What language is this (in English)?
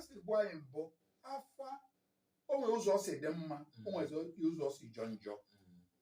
Igbo